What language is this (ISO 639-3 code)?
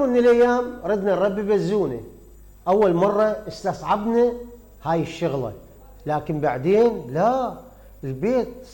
acm